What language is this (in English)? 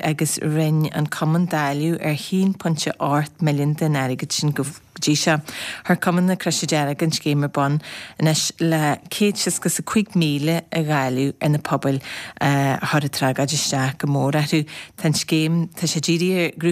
Irish